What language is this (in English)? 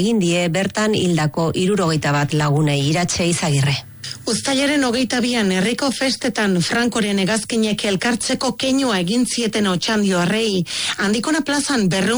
Basque